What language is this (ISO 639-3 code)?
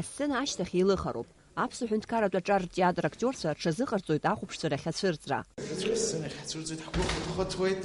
abk